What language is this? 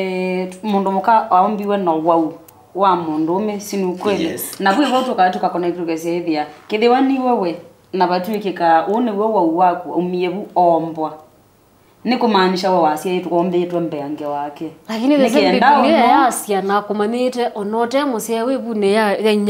Kamba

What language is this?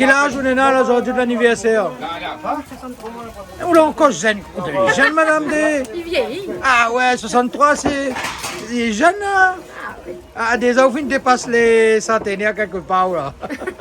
Réunion Creole French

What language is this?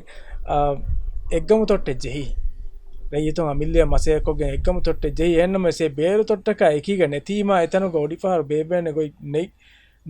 Divehi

